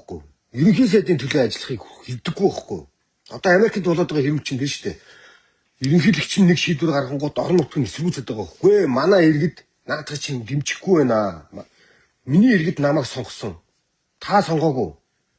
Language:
Mongolian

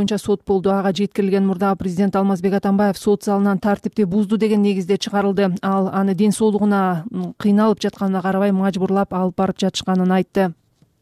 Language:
Kyrgyz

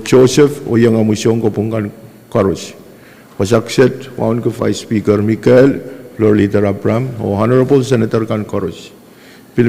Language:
Pohnpeian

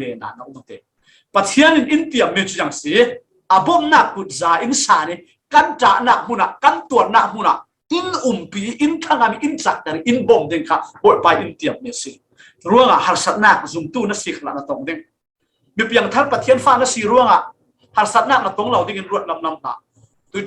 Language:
Falam Chin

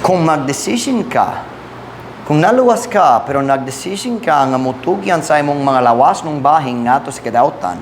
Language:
Cebuano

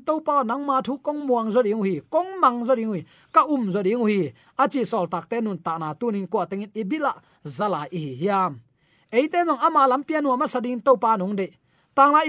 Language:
Tedim Chin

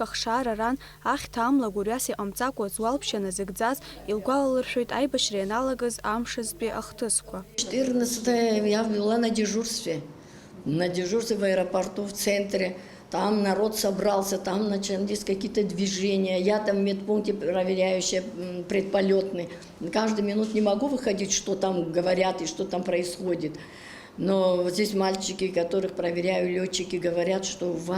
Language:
Abkhazian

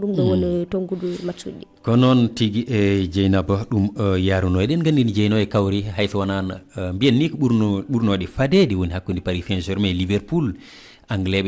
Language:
Fula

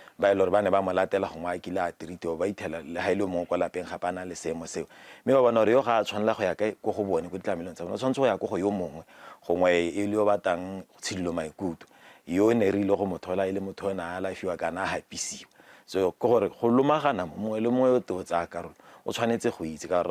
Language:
Tswana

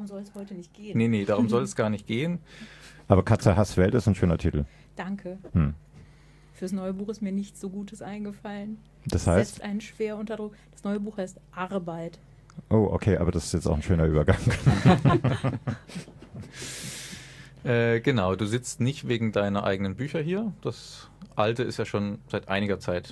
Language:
German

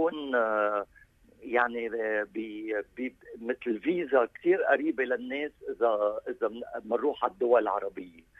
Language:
North Levantine Arabic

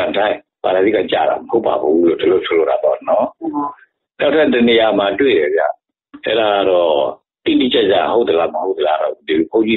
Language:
Burmese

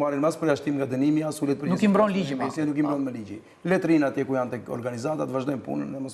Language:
Albanian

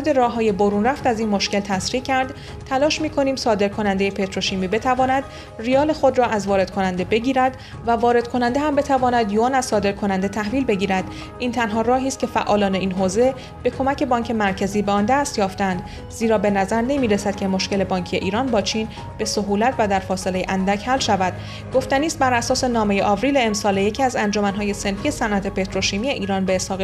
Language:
Persian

